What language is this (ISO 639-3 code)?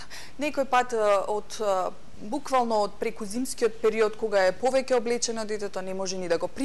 mkd